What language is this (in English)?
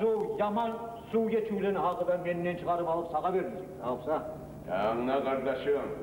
Kumyk